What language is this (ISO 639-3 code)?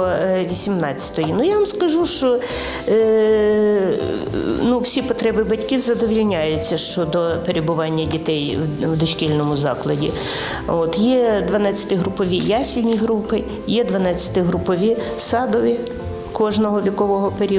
ukr